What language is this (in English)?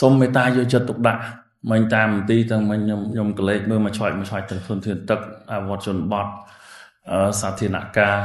Khmer